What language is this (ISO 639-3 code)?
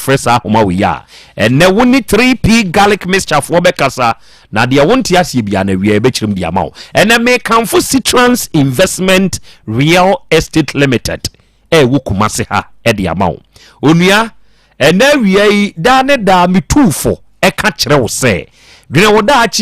aka